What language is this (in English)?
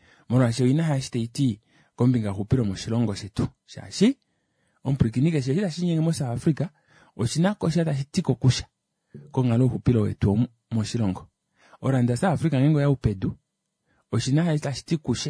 Kuanyama